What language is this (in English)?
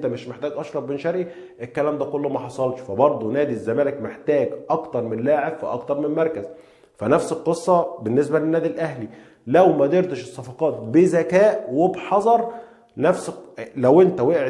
Egyptian Arabic